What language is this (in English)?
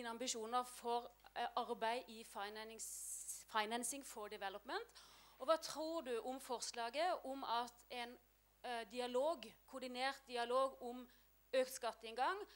Norwegian